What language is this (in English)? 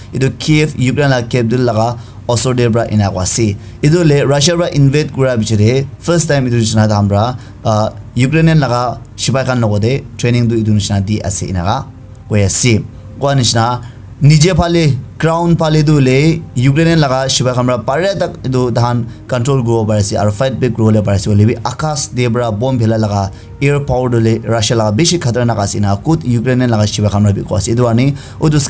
Naga Pidgin